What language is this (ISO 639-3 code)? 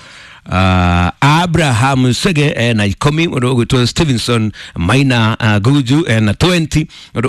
kik